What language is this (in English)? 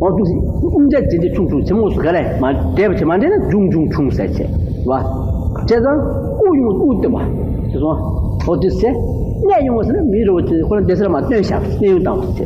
Tibetan